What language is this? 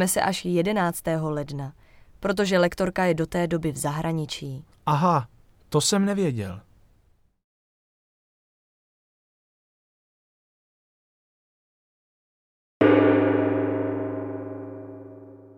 Czech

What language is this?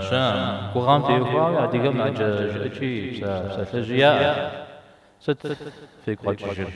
Kabardian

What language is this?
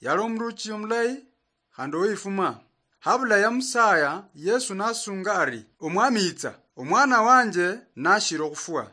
Luyia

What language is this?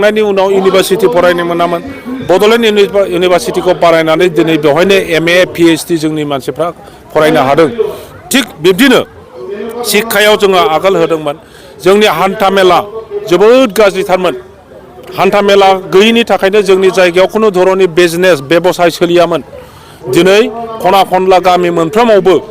Bodo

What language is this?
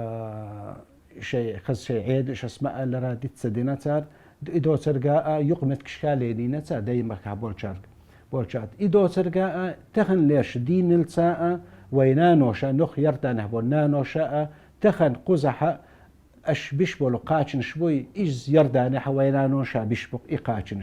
Chechen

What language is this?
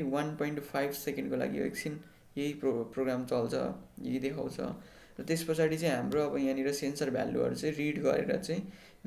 Nepali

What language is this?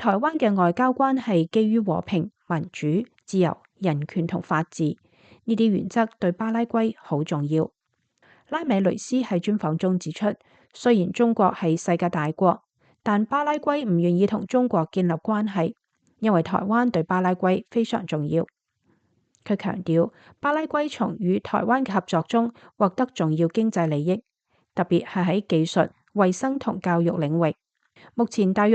Cantonese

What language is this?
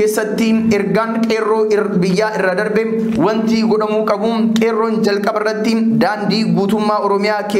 Oromo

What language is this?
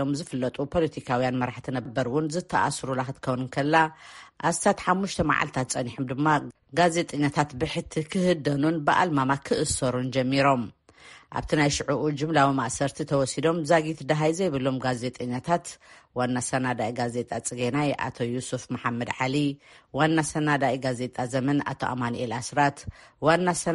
Tigrinya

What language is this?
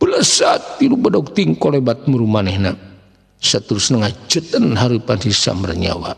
Sundanese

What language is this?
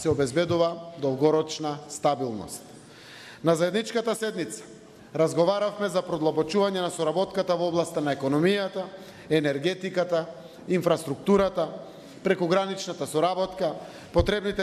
Macedonian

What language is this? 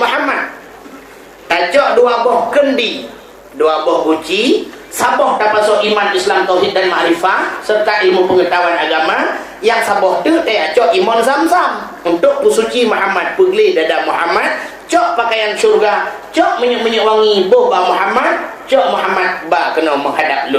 Achinese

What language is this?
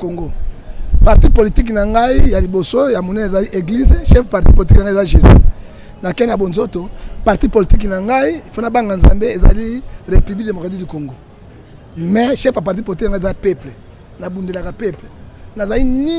Lingala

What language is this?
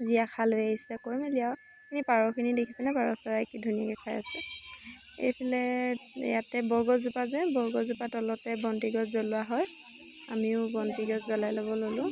Assamese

